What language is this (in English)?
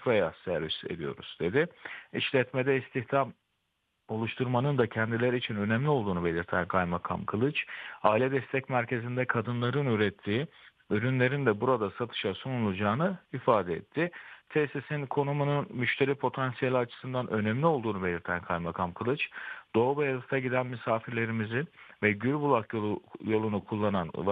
Turkish